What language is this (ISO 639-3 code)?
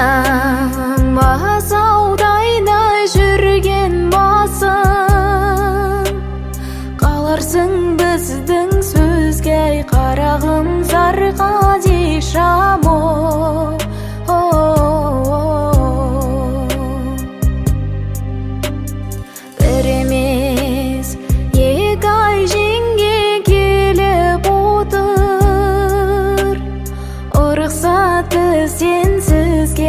kaz